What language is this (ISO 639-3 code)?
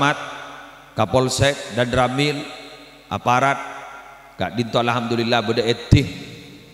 mad